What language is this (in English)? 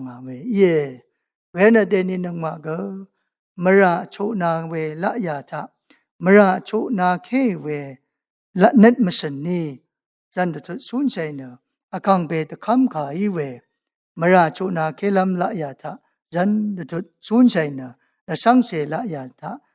Rawang